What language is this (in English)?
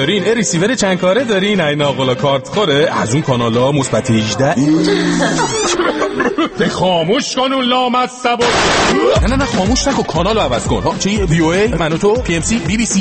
Persian